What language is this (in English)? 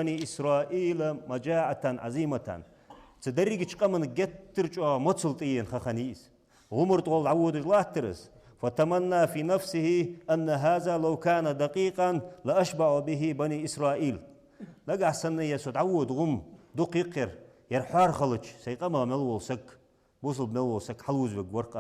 Ingush